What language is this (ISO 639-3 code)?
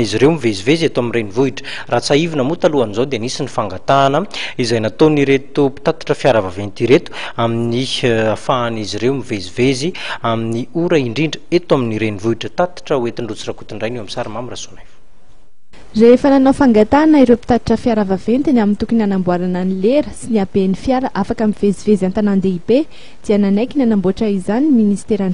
mlg